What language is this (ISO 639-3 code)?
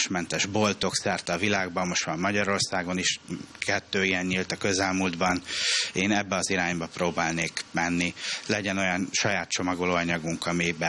hun